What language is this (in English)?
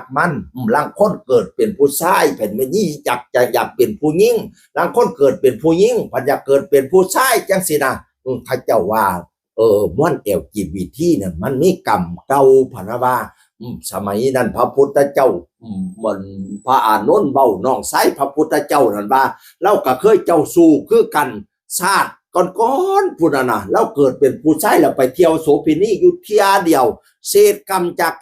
Northeastern Thai